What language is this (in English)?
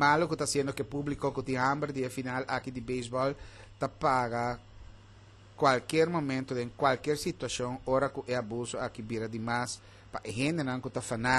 Papiamento